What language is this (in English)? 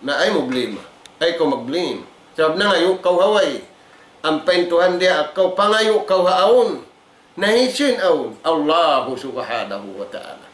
Tausug